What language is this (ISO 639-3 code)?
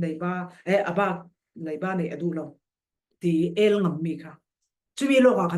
cfm